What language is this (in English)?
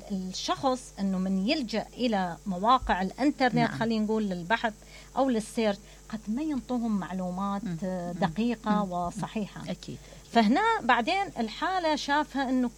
Mesopotamian Arabic